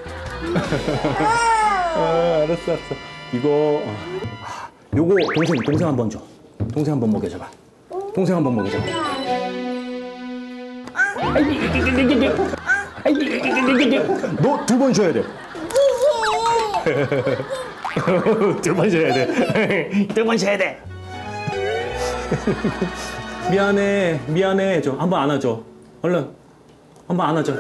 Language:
Korean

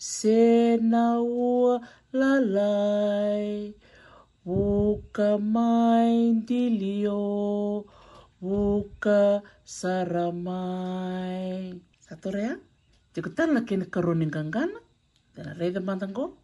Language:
Fijian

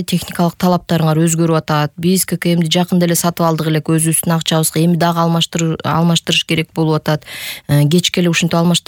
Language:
Kyrgyz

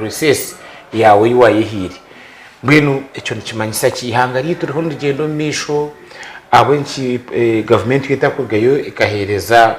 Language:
Nyankole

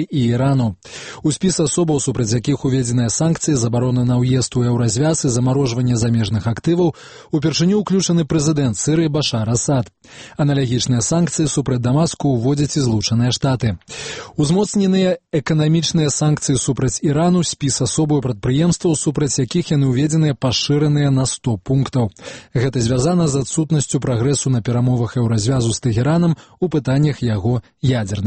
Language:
Belarusian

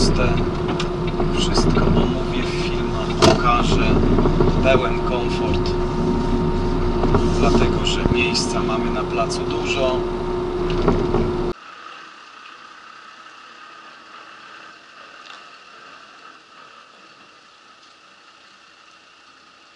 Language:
Polish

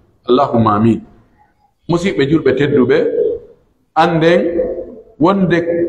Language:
Pular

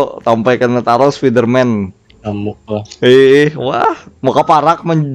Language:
Banjar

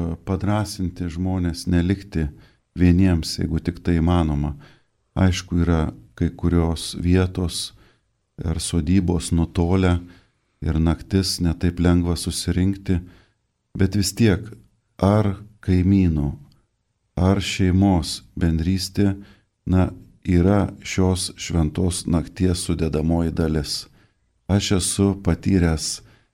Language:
Lithuanian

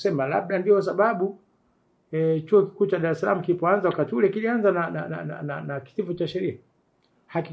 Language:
Swahili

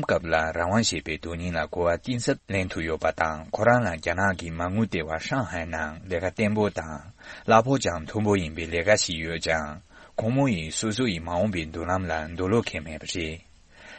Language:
Tibetan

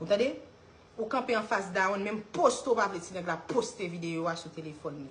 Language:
Haitian Creole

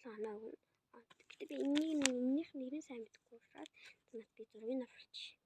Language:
Mongolian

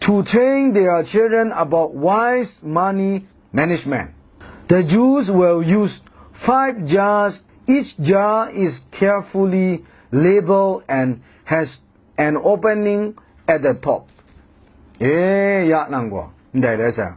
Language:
Kachin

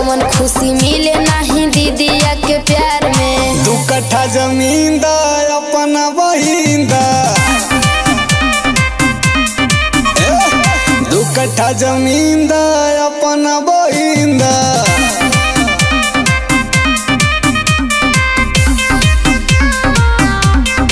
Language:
Bhojpuri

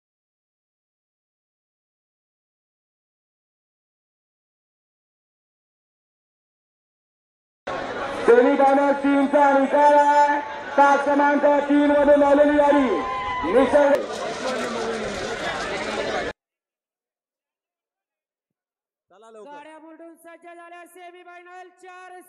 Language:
Marathi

